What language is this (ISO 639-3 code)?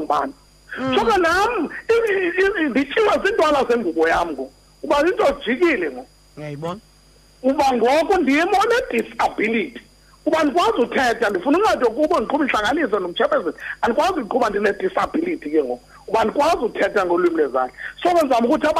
xho